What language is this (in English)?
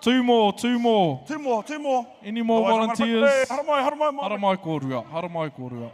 Māori